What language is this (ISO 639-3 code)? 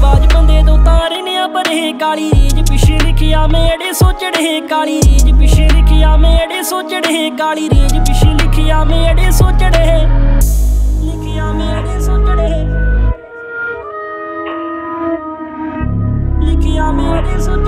pan